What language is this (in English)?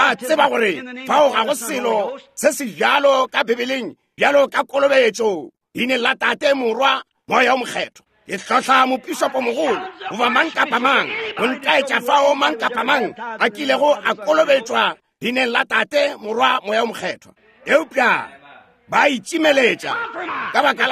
Northern Sotho